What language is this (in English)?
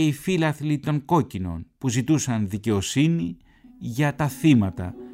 Greek